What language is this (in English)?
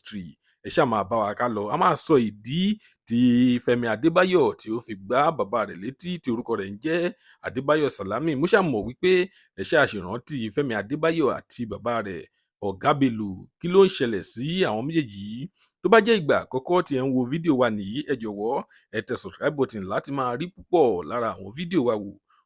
Yoruba